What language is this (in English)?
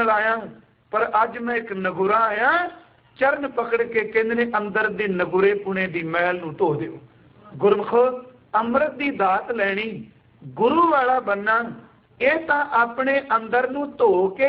Punjabi